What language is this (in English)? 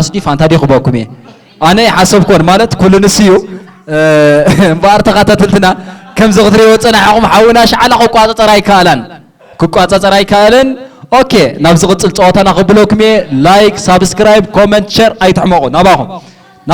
Tigrinya